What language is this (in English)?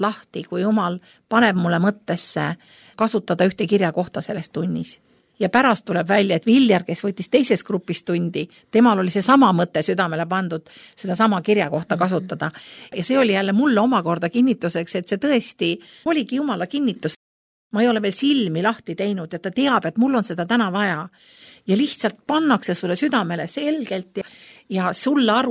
Estonian